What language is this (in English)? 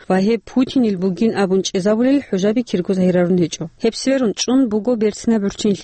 Avaric